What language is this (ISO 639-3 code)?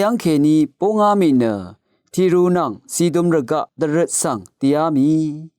raw